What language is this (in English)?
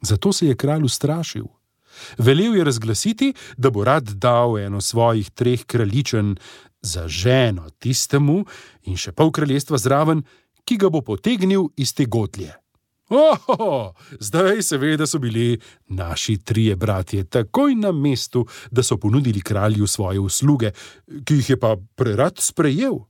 Slovenian